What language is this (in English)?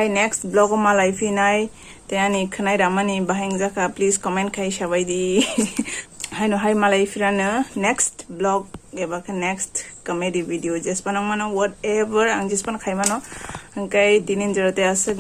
Kok Borok